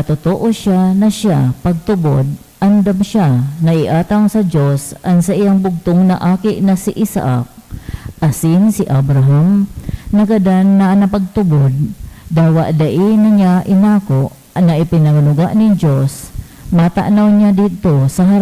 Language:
Bikol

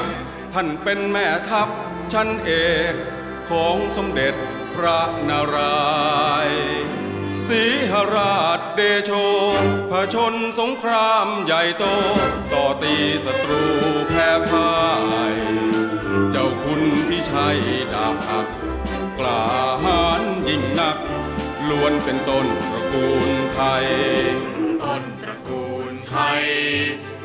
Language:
Thai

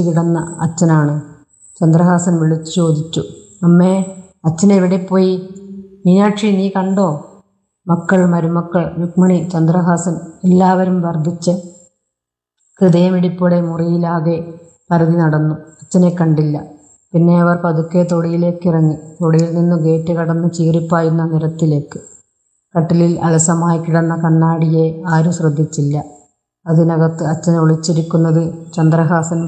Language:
Malayalam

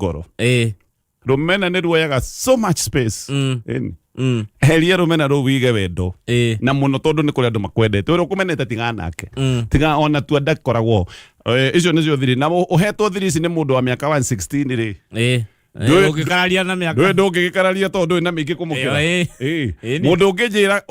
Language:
Kikuyu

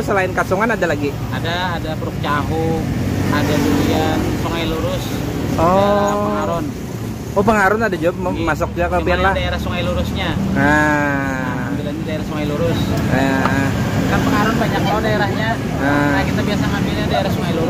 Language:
Banjar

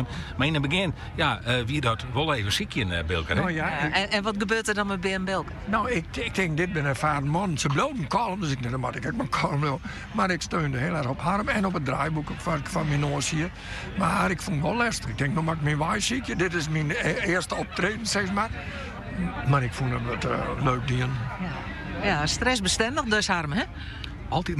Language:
Western Frisian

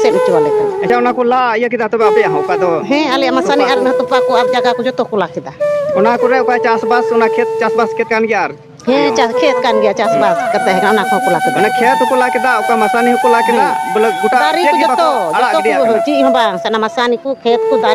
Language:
Santali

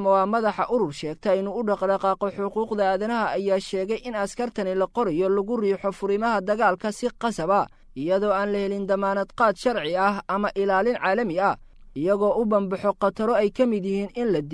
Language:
Somali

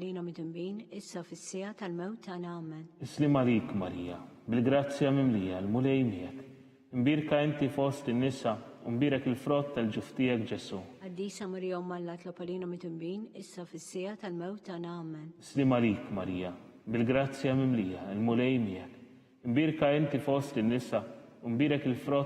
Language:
Maltese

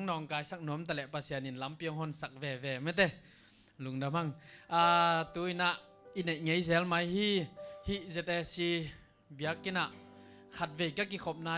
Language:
Tedim Chin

